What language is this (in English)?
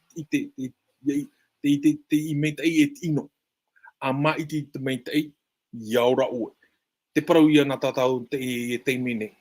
Tahitian